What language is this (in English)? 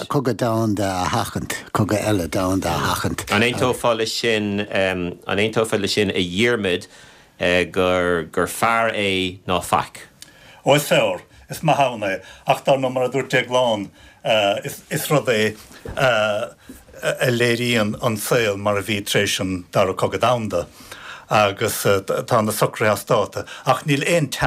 Irish